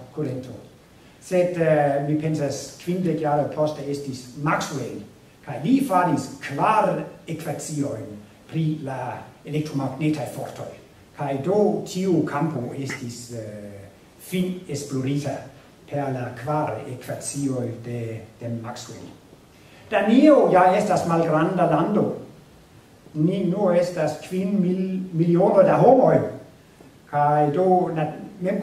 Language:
Esperanto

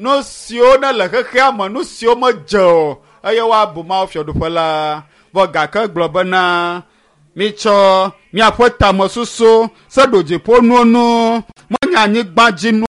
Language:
Ewe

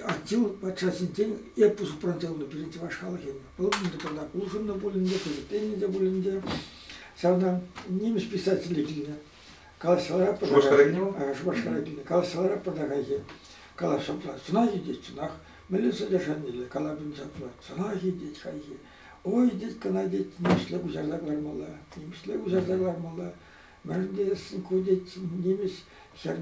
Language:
Chuvash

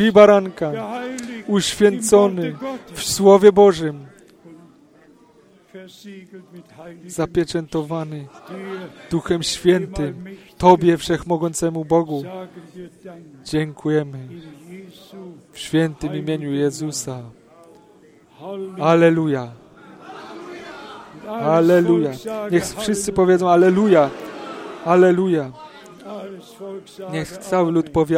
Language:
Polish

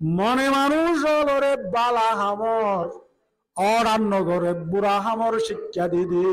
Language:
Rohingya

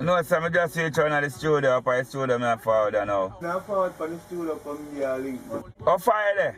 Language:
Jamaican Creole English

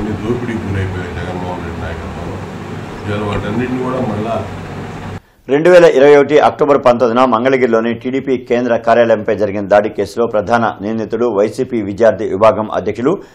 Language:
Telugu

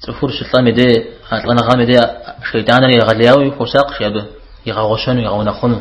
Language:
Kabardian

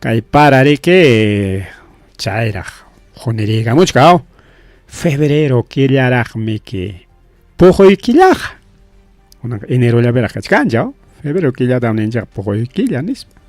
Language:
Ayacucho Quechua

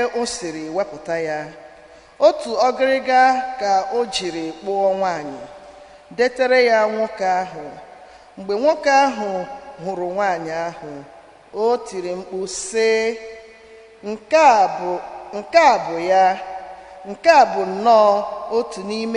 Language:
Igbo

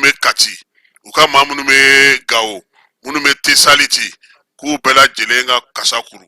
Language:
Bambara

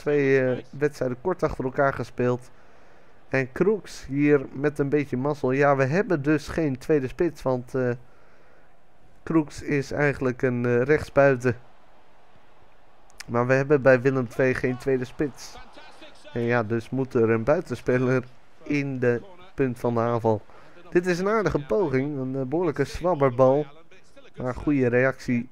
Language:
Dutch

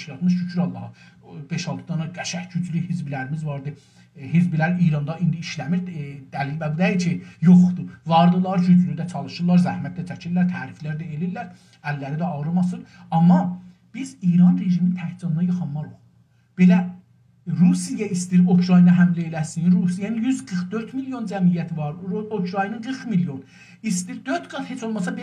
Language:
South Azerbaijani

